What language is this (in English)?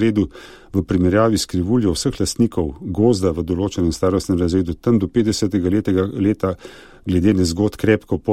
Slovenian